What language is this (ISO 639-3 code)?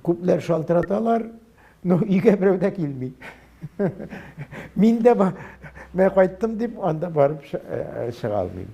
tat